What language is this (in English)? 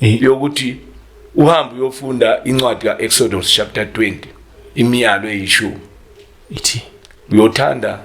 Zulu